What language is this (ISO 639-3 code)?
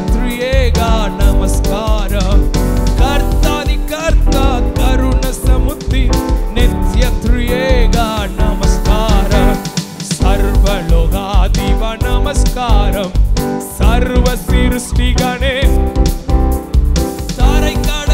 tam